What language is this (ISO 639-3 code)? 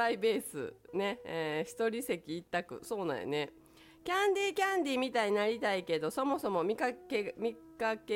jpn